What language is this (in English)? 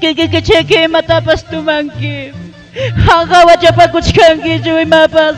Ayacucho Quechua